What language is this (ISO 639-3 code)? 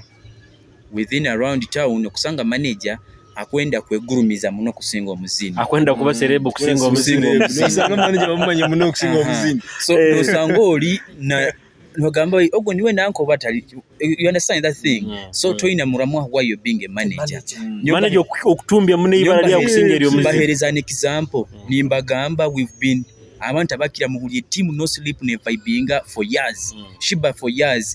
nyo